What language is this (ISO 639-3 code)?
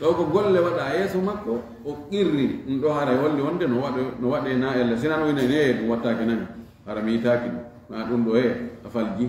ful